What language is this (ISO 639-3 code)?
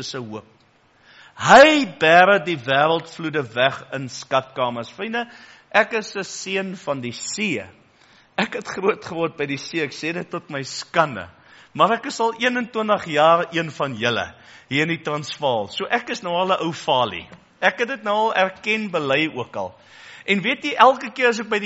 afr